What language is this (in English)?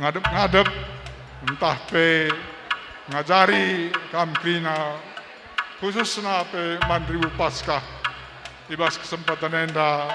Batak Karo